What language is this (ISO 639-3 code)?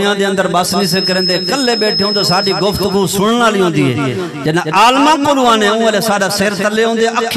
skr